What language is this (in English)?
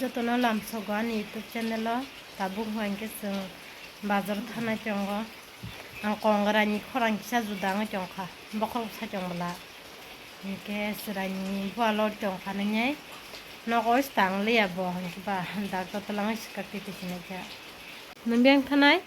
Kok Borok